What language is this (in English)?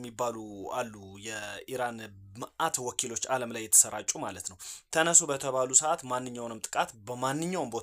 Amharic